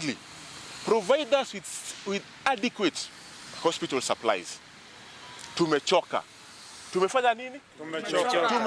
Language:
Kamba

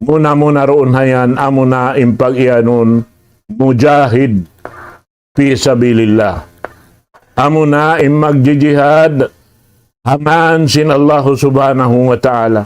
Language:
Tausug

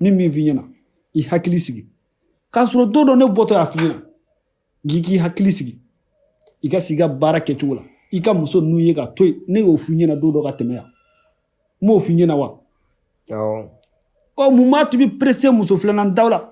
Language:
Bambara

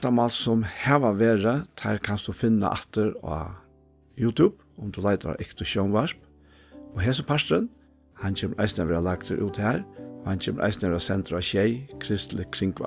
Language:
Faroese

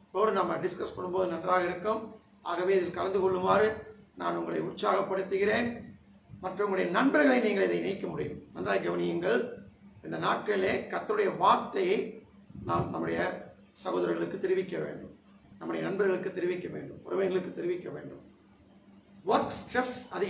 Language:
Tamil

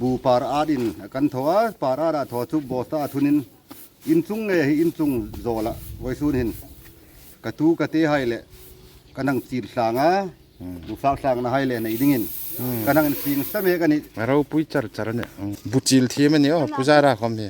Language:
Hmar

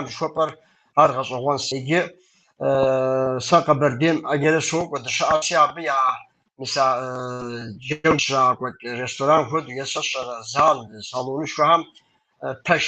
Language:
Kabardian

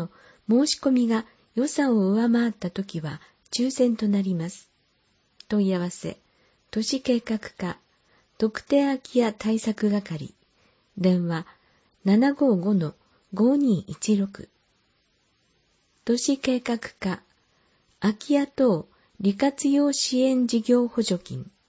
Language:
Japanese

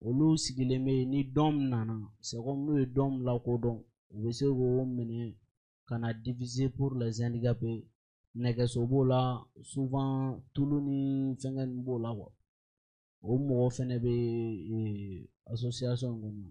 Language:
Bambara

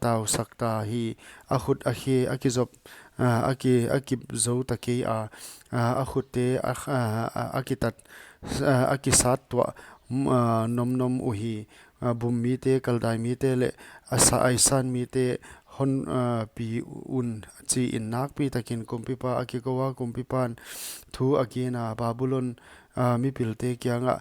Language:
Paite Chin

